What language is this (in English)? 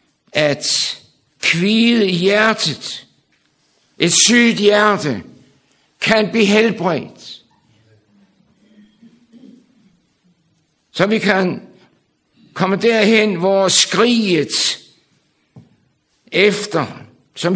Danish